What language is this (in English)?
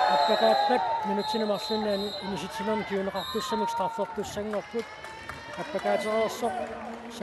Kalaallisut